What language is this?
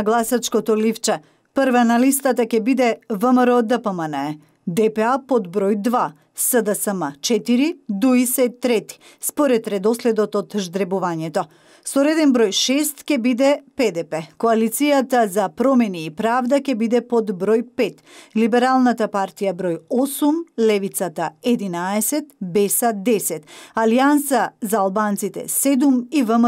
Macedonian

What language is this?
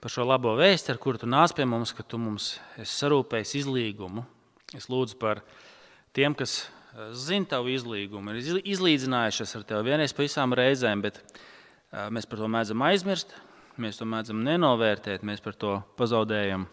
Latvian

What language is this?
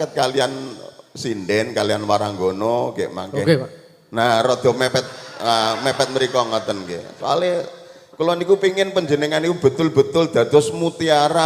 Javanese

